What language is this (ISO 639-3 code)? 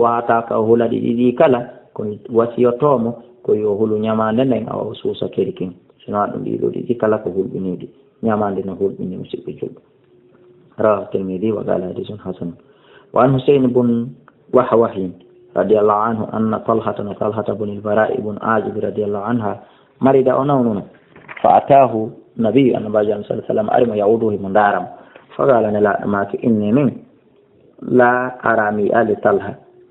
ful